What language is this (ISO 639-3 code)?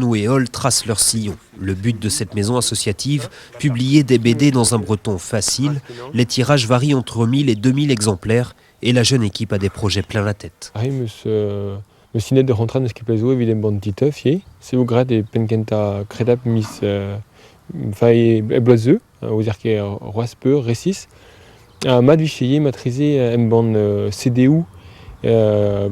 bre